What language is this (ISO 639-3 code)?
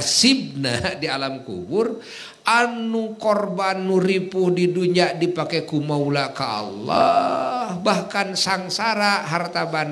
sun